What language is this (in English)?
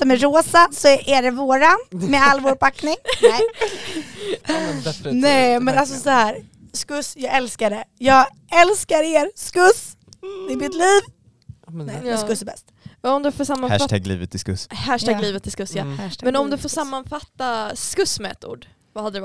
Swedish